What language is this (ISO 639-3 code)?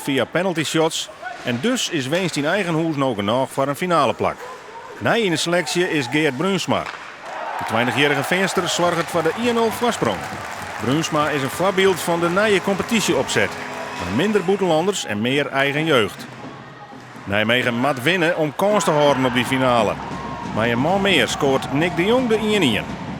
fry